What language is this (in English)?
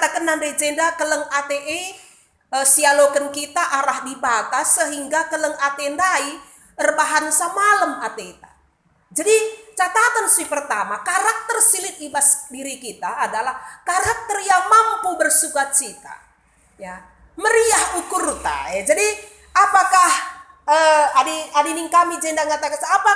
Batak Karo